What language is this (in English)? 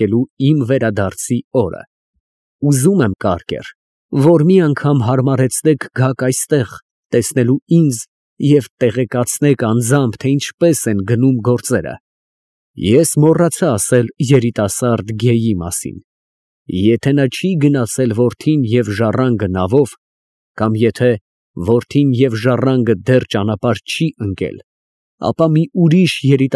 Armenian